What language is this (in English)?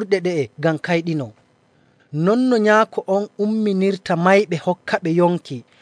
Nigerian Fulfulde